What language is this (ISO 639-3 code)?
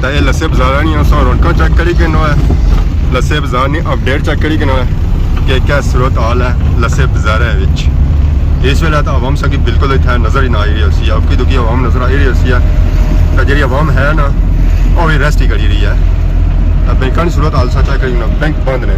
phr